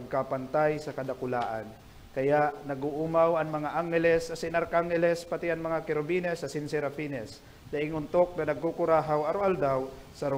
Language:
Bikol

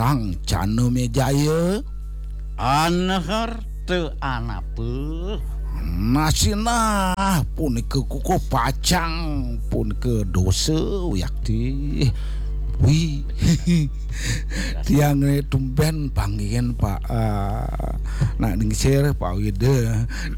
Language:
Balinese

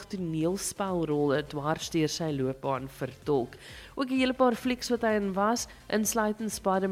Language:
Afrikaans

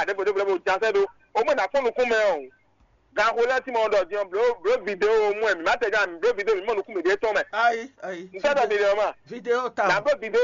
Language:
Fon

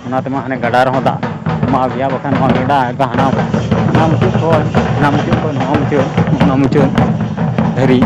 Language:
Santali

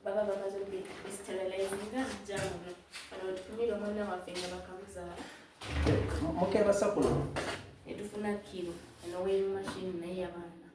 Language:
Soga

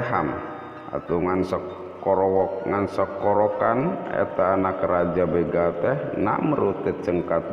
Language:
Sundanese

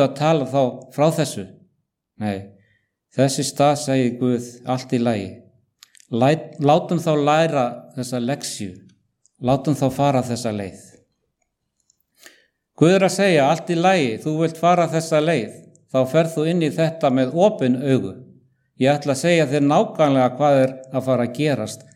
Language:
Icelandic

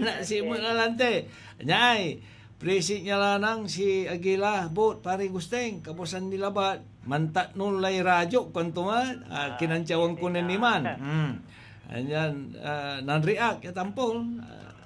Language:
Pangasinan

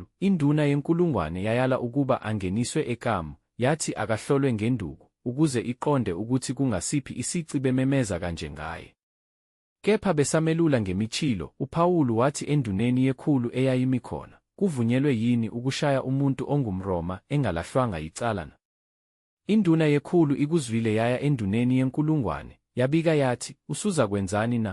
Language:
Zulu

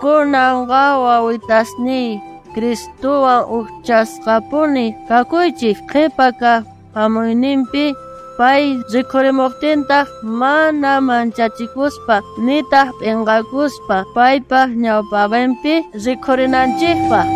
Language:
South Bolivian Quechua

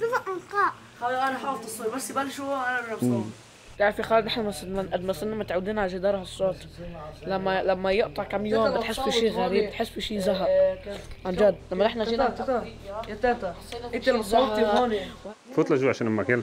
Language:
North Levantine Arabic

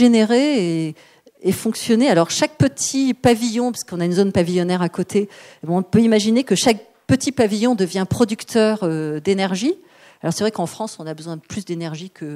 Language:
French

